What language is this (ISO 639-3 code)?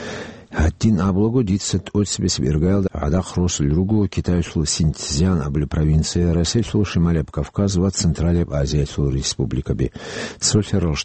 ava